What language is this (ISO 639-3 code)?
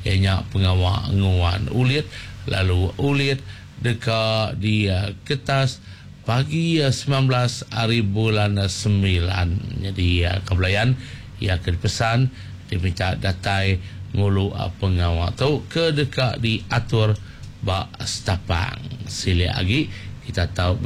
iba